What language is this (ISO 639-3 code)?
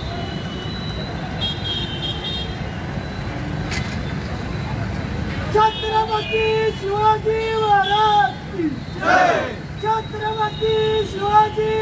mar